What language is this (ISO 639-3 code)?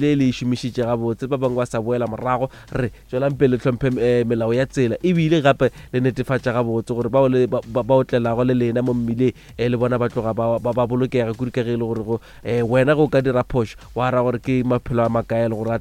nso